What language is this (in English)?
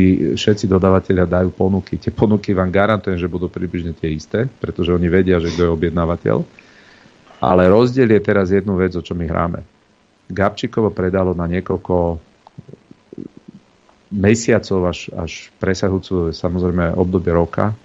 Slovak